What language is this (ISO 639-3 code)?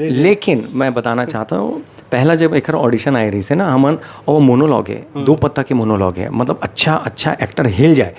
hne